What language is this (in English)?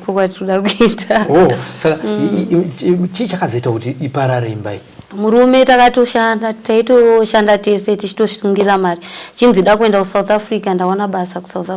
Shona